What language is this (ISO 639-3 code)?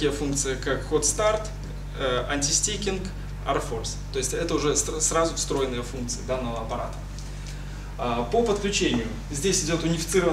rus